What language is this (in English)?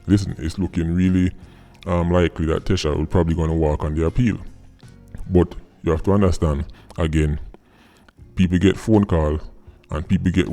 Jamaican Creole English